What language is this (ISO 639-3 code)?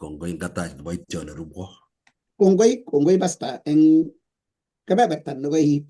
kln